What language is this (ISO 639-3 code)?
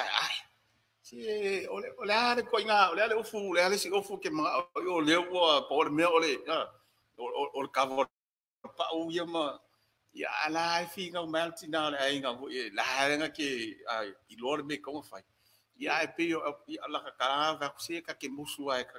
smo